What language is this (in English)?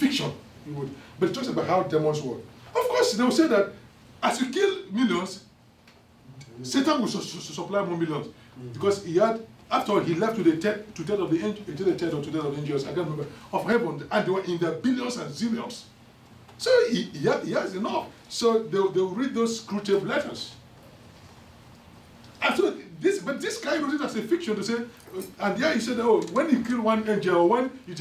English